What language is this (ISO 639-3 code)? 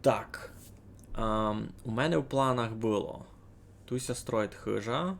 rue